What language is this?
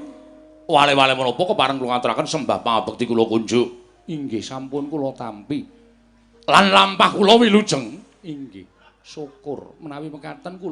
Javanese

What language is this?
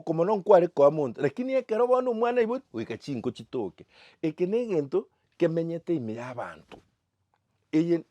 Gusii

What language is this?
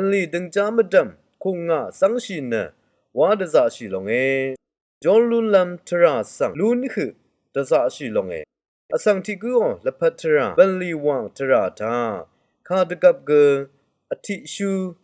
Rawang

